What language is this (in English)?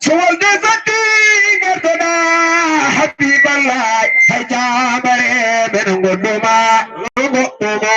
Fula